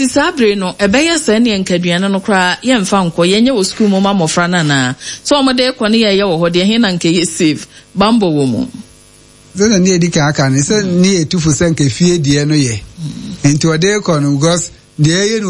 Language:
Akan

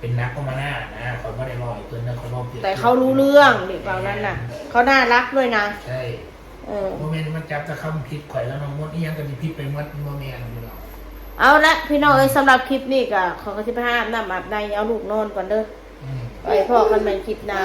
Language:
Northeastern Thai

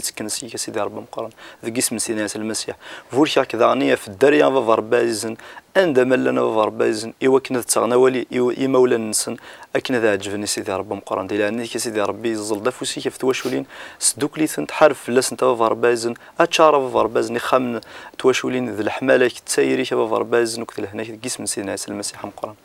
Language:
Kabyle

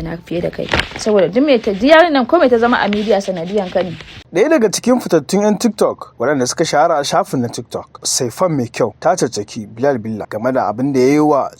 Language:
Hausa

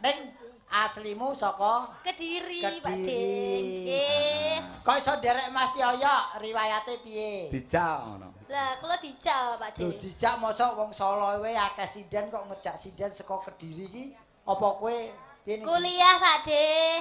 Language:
Javanese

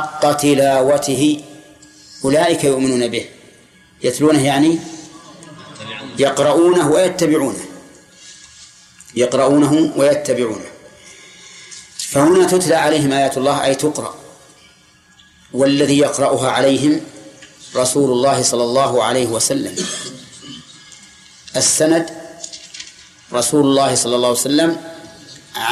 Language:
Arabic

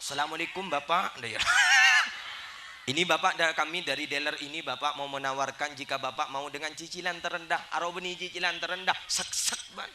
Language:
Madurese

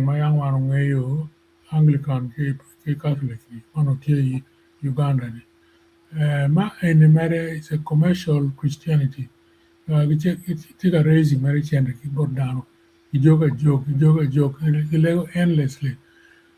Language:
Acoli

